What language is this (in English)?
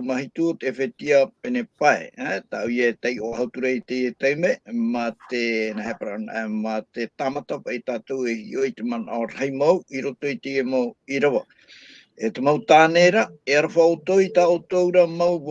Tahitian